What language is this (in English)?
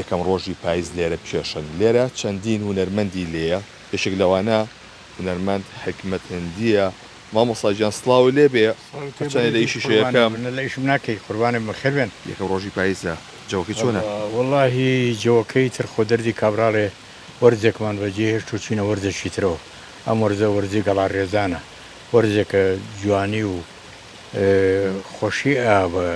Central Kurdish